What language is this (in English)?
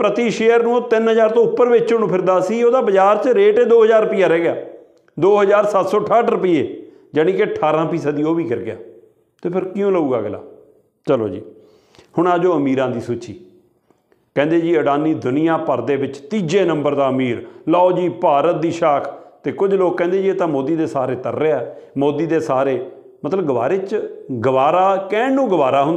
Punjabi